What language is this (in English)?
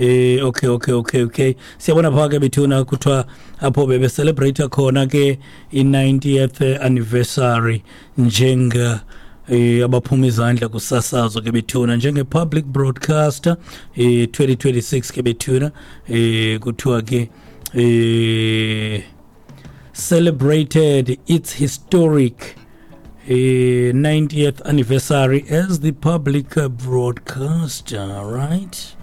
Xhosa